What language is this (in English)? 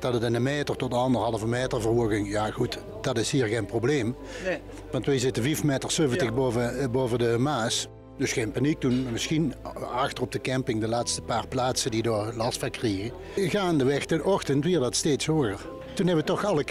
Limburgish